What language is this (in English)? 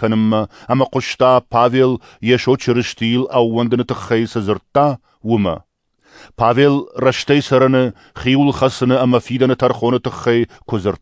Ossetic